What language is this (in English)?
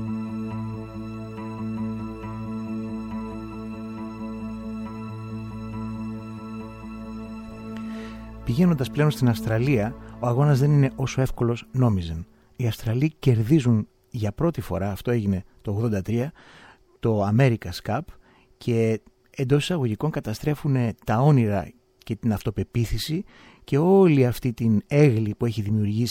Greek